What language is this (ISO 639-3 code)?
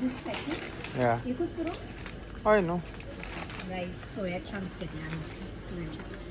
kok